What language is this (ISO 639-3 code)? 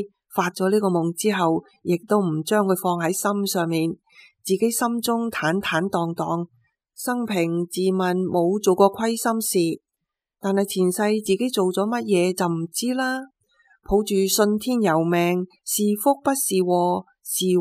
yue